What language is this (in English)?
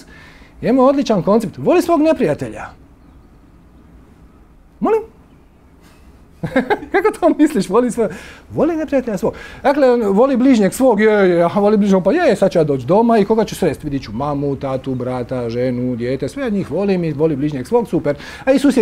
Croatian